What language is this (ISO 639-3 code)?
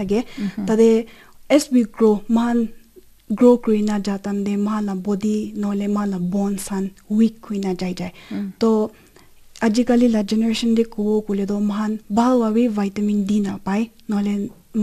nag